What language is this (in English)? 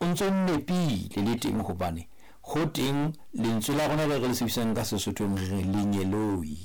Southern Sotho